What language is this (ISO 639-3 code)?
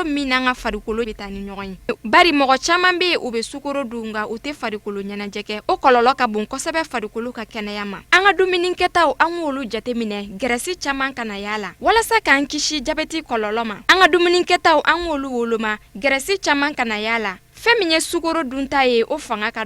bam